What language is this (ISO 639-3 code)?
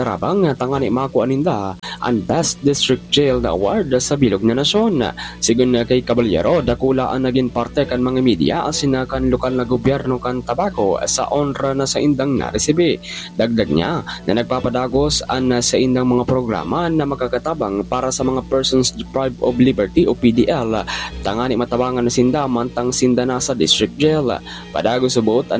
bik